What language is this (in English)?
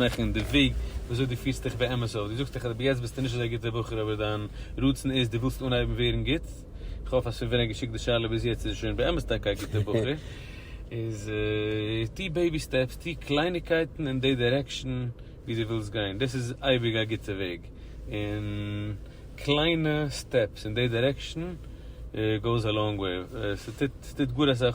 Yiddish